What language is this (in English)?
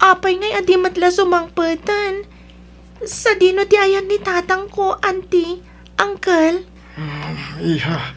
Iloko